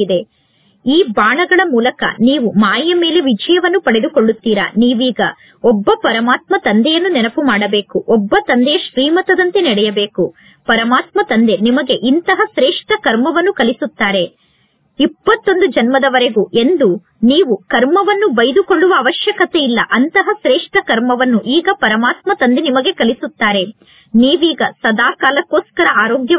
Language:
Kannada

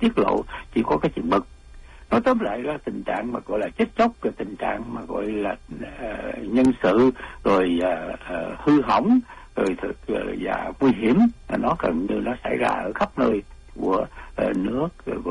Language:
Vietnamese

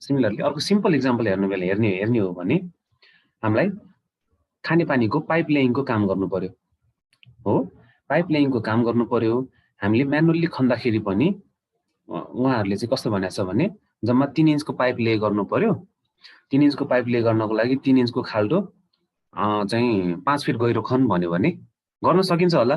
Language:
Nepali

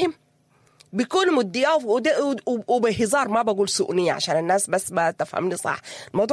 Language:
Sudanese Arabic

